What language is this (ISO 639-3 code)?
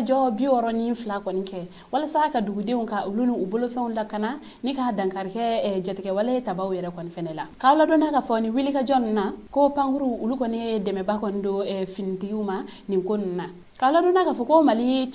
bam